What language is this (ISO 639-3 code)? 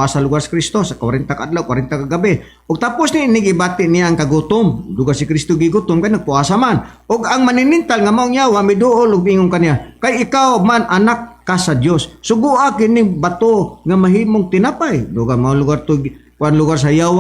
ceb